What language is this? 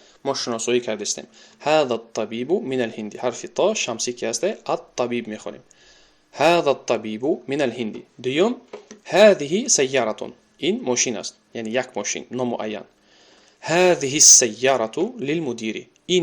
Tajik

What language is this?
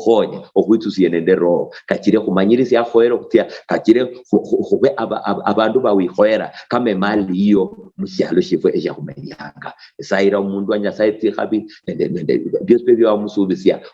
Luyia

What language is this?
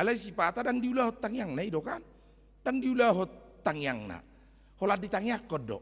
Batak Toba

